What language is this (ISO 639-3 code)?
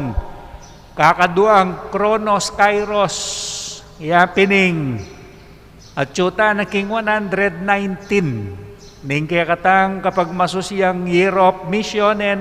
pam